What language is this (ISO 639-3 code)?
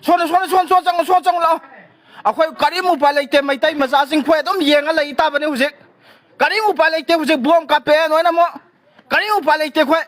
mni